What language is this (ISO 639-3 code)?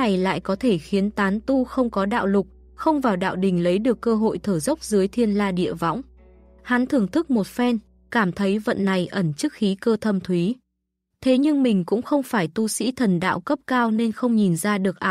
vie